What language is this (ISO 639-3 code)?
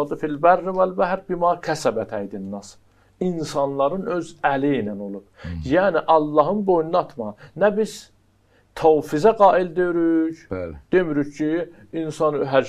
aze